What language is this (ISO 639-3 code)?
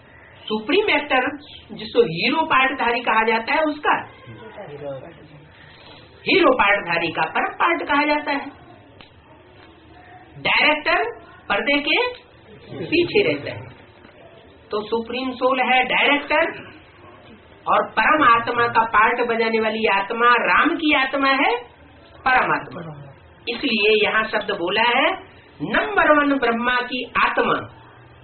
hin